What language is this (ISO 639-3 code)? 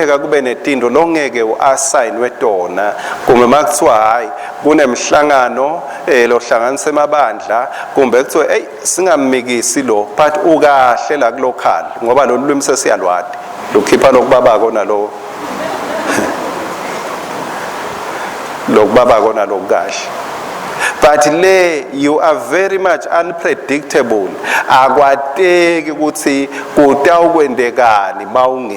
ssw